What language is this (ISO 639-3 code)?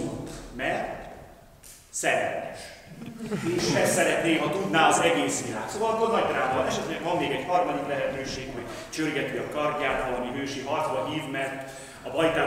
hun